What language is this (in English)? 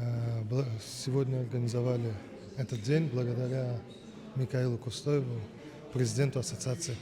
Ingush